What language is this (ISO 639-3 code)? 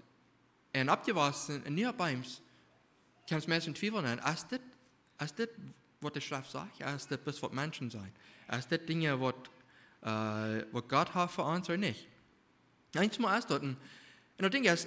pdt